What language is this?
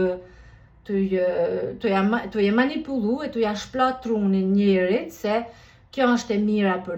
Albanian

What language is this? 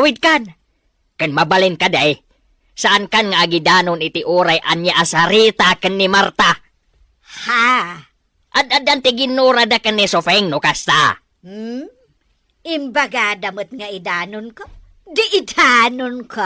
Iloko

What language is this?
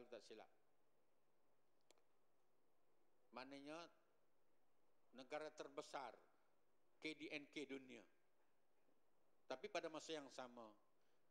Malay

